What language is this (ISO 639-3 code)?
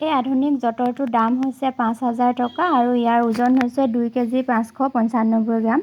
asm